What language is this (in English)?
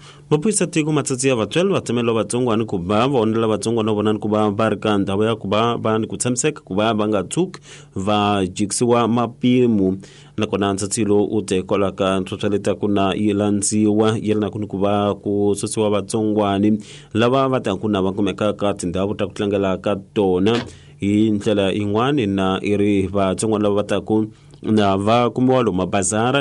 Tsonga